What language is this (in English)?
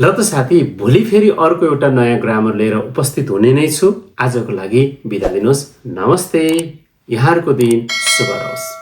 Nepali